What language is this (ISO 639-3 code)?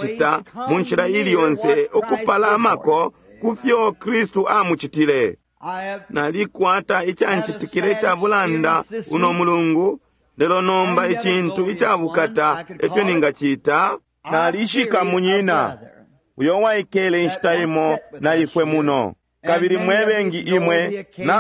bem